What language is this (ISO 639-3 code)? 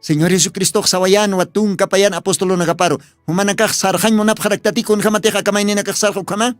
aym